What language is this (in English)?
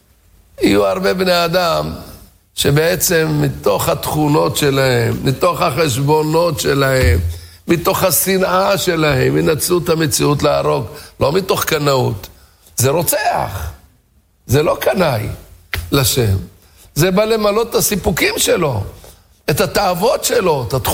Hebrew